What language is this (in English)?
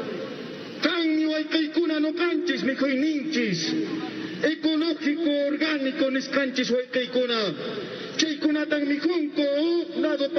Ayacucho Quechua